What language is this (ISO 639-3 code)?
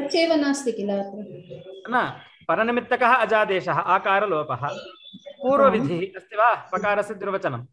san